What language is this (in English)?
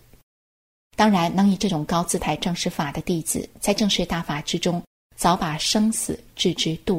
Chinese